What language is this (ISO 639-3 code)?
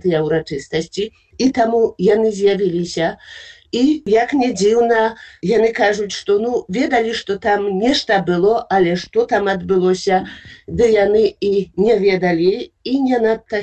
bel